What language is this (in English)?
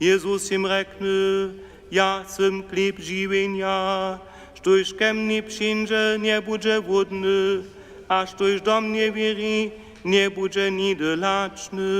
Upper Sorbian